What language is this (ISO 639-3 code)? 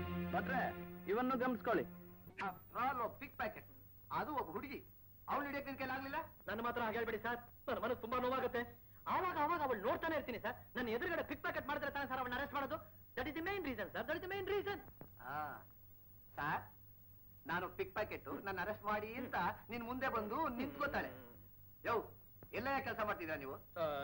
kan